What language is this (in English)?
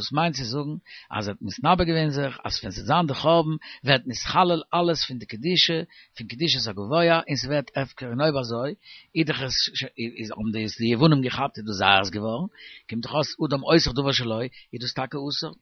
Yiddish